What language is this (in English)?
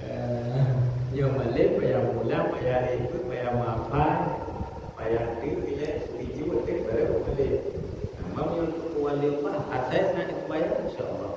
Achinese